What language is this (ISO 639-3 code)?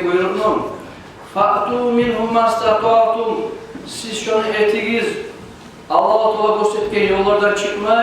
kum